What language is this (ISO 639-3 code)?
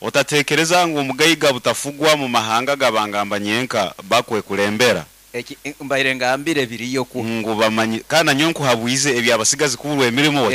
nyn